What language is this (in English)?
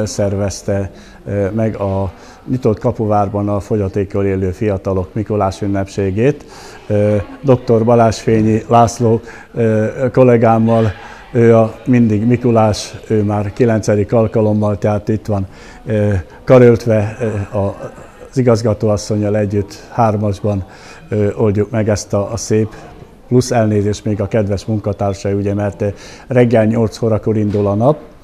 Hungarian